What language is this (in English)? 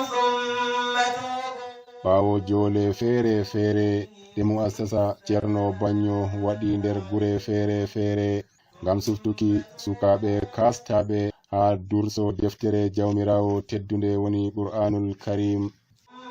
Nigerian Fulfulde